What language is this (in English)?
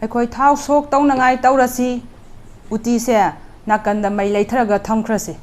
Manipuri